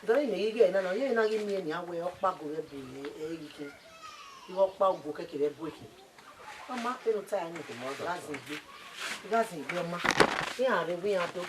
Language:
Bini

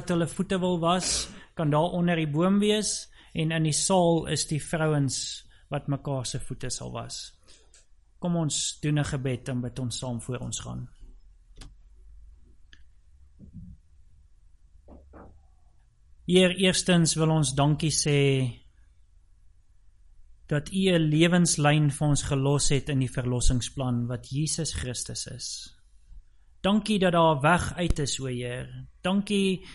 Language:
Afrikaans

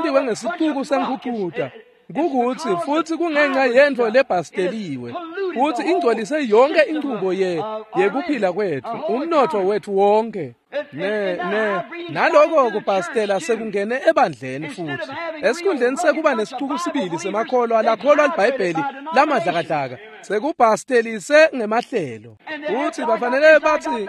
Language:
Swati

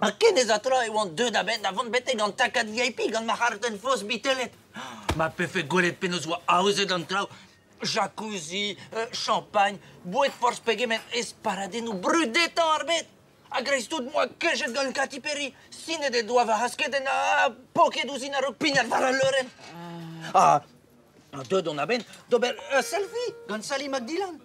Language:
Breton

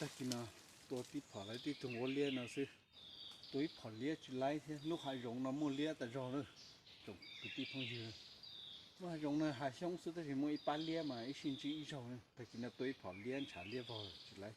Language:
Hmong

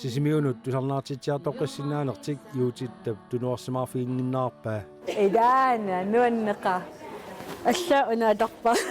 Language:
Kalaallisut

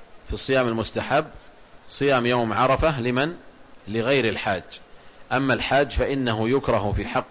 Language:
Arabic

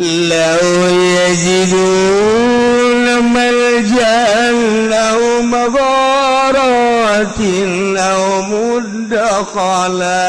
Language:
Sundanese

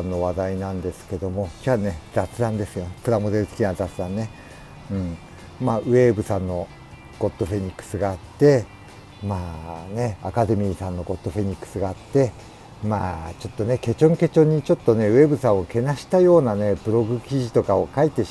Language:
Japanese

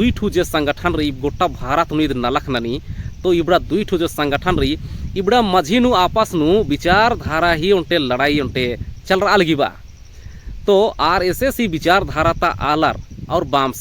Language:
Kurukh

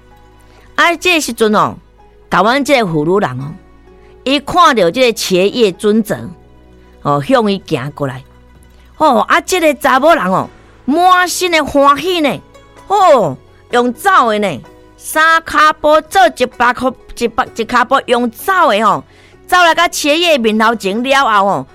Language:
Min Nan Chinese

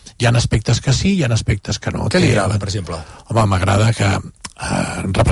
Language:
Catalan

